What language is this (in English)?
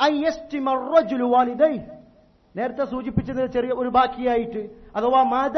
Malayalam